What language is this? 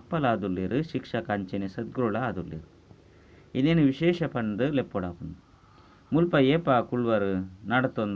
Tulu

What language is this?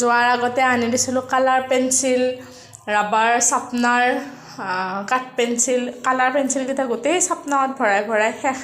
Assamese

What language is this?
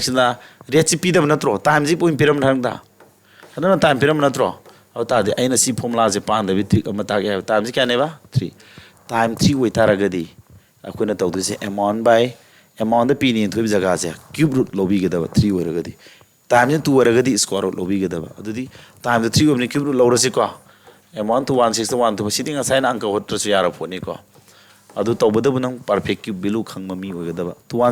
Manipuri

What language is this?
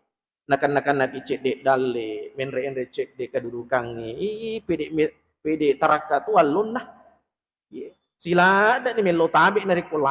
Buginese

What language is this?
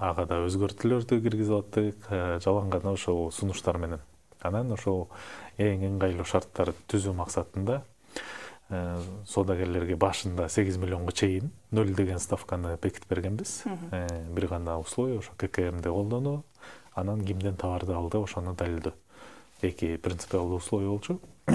Kyrgyz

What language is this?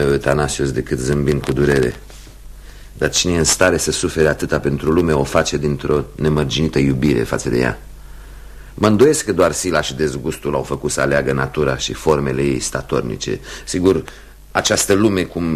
Romanian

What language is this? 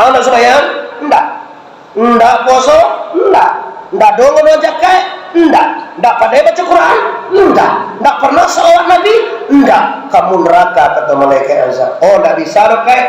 Minangkabau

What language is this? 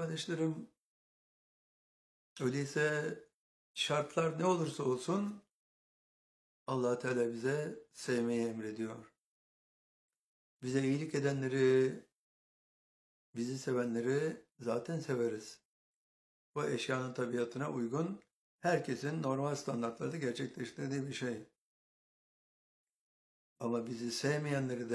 Turkish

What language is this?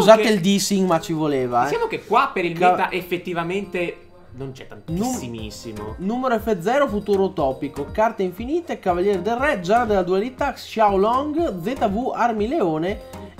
Italian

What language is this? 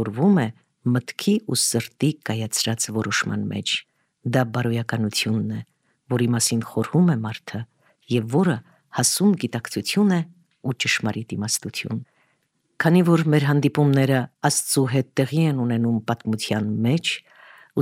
Armenian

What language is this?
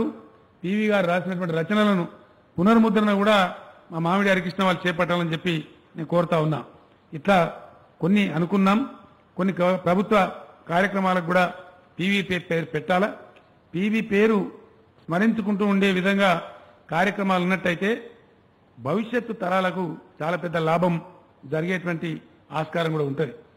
Telugu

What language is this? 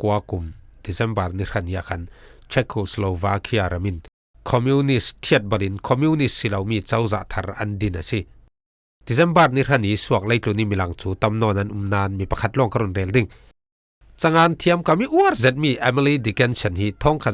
Falam Chin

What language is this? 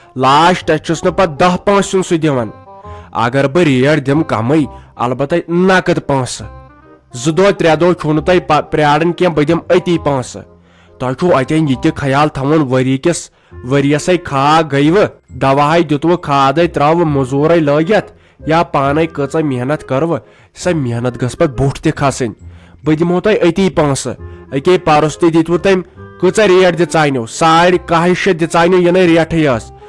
Kashmiri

